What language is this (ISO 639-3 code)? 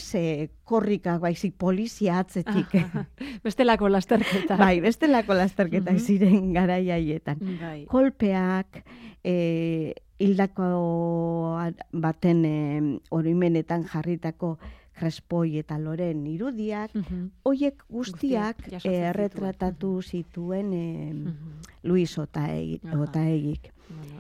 eus